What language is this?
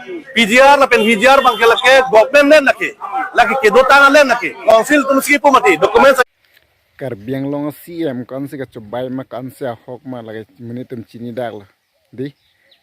Karbi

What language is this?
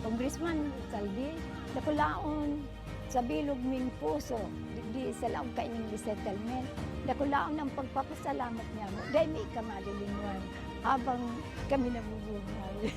Bikol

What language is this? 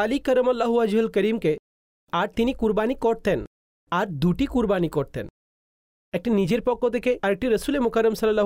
Bangla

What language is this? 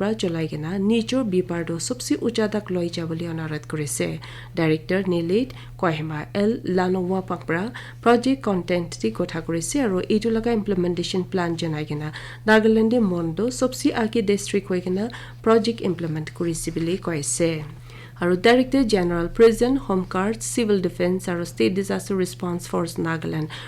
Naga Pidgin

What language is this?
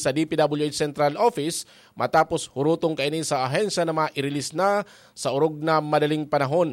Bikol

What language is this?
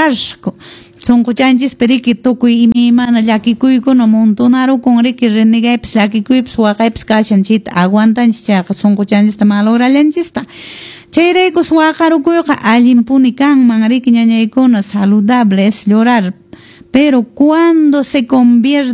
Quechua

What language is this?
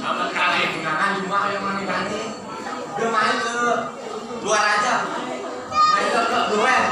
Balinese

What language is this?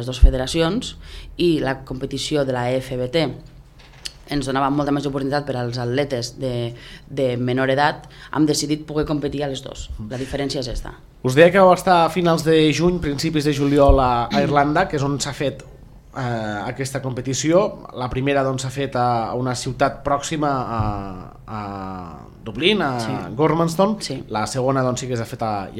Catalan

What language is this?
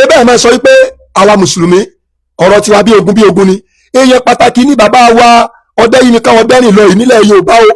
Yoruba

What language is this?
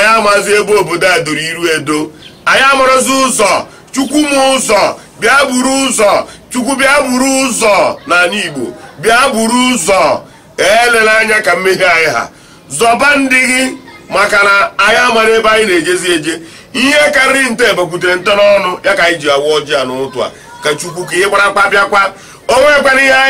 Igbo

